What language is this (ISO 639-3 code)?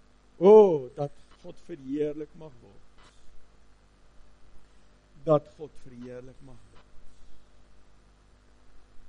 afr